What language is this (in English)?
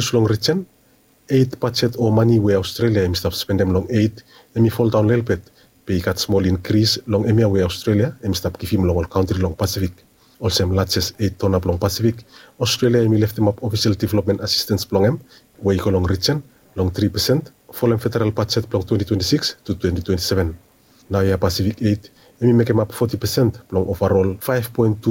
Bislama